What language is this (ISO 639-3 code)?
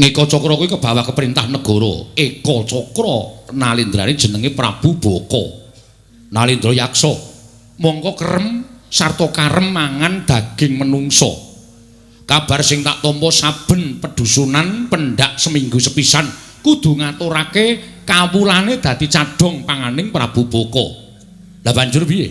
jav